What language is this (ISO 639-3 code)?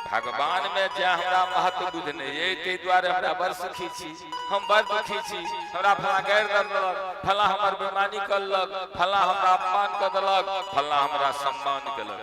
mai